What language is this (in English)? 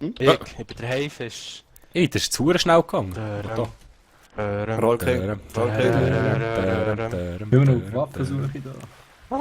Swiss German